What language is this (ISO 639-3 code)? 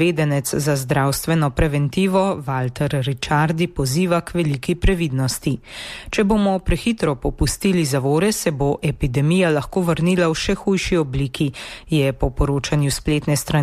slv